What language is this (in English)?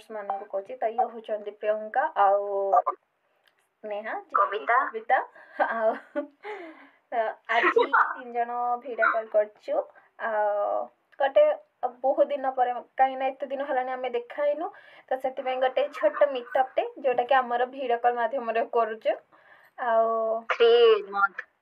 Odia